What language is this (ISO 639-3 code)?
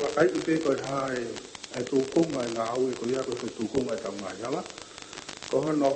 ton